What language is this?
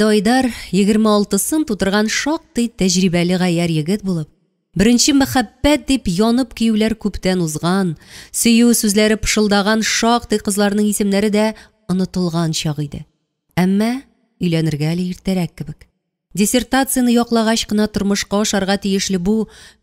Tatar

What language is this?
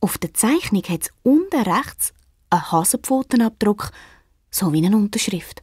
Swiss German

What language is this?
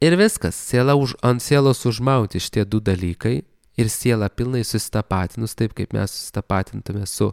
Lithuanian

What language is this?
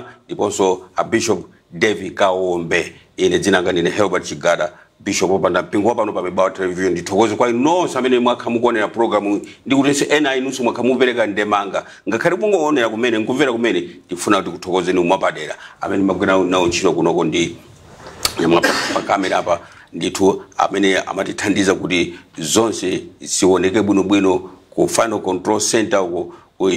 Nyanja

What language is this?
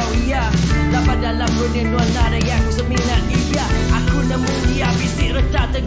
Iban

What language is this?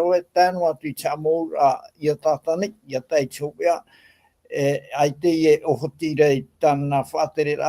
Tahitian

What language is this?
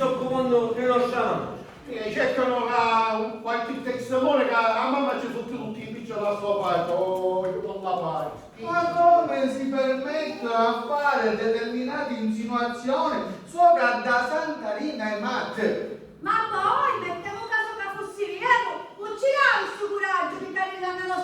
Sicilian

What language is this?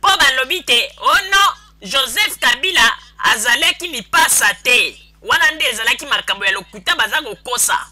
Lingala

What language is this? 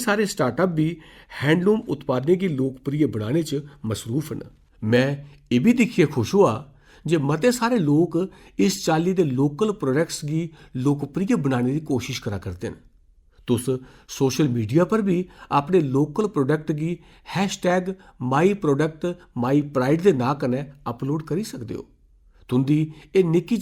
Dogri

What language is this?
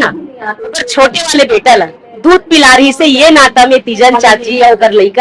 Chhattisgarhi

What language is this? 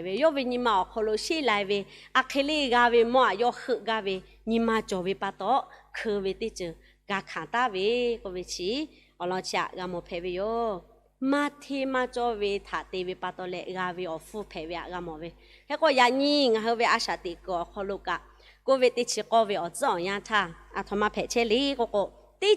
Lahu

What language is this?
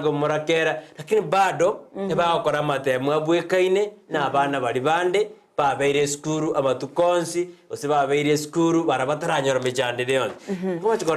Gusii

